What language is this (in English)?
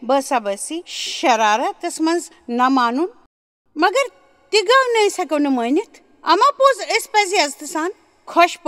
Kashmiri